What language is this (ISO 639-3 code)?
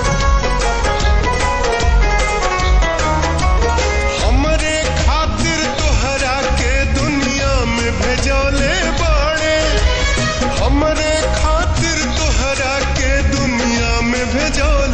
bho